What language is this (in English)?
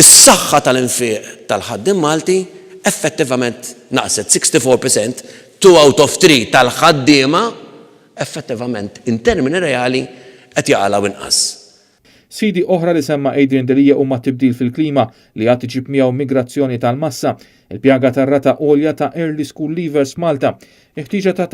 Maltese